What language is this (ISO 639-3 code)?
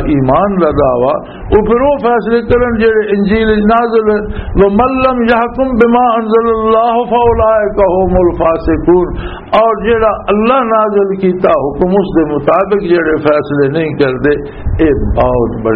lah